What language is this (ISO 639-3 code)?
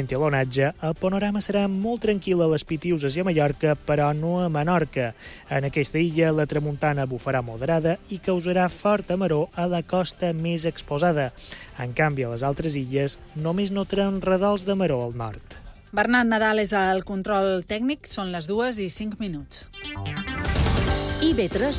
cat